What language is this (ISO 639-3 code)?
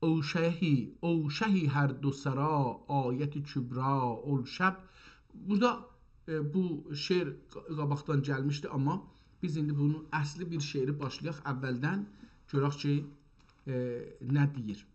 azb